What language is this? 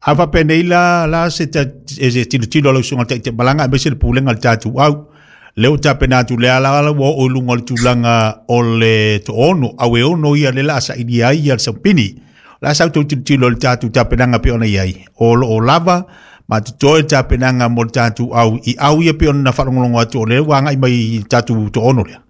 Samoan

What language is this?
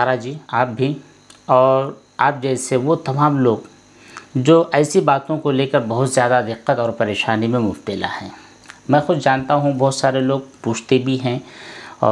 Hindi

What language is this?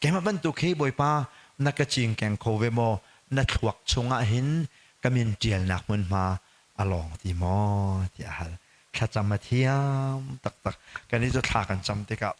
Hakha Chin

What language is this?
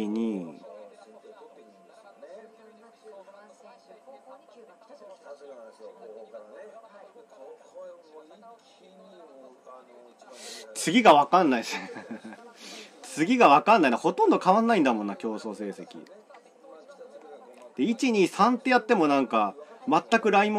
Japanese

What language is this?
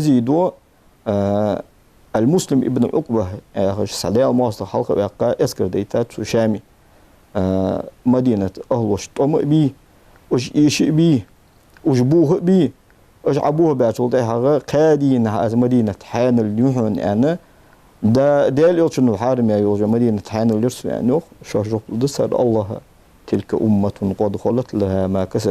Ingush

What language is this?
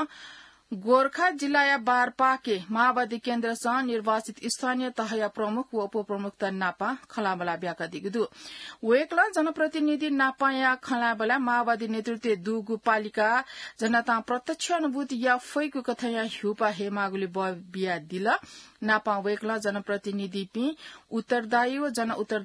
Newari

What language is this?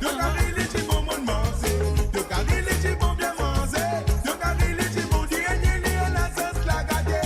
Morisyen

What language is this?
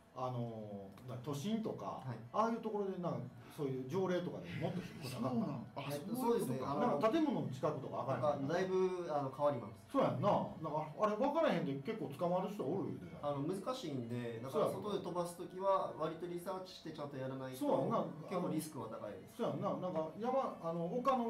Japanese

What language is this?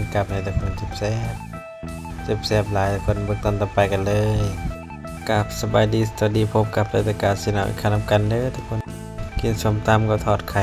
Northeastern Thai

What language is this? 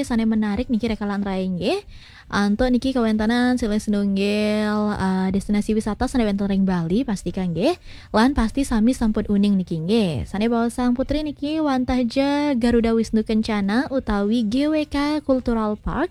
Balinese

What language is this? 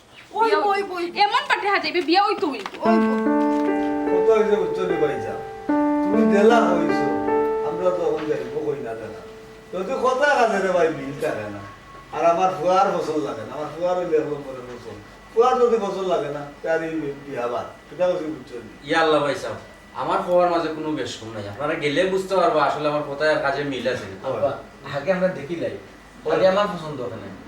Sylheti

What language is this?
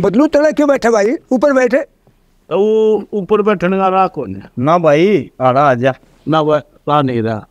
Haryanvi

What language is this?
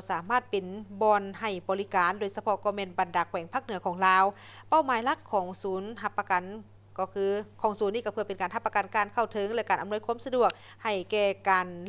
Lao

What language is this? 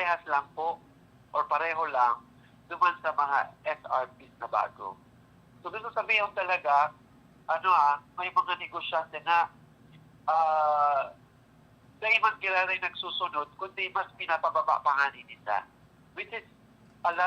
Bikol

